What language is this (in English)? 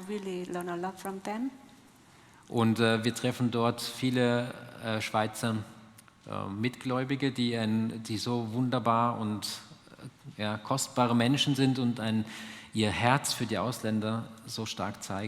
Swiss German